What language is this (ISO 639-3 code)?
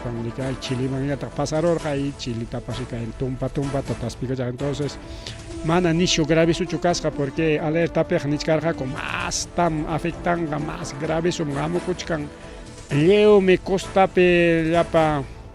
quy